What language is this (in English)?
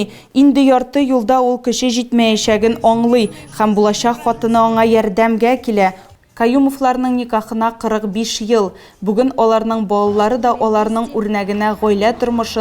Tatar